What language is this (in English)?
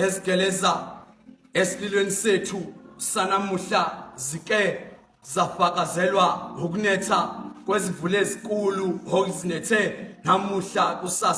Zulu